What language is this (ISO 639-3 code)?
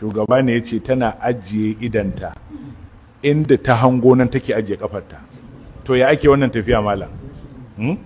hau